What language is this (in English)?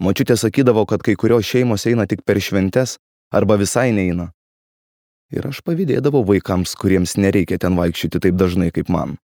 Lithuanian